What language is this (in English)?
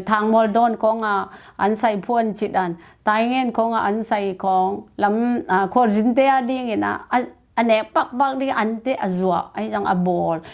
Tedim Chin